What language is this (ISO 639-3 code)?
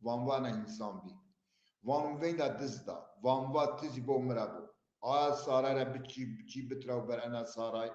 zza